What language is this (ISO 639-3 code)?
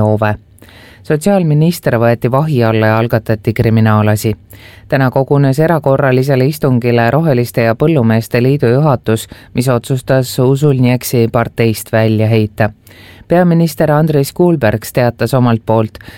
est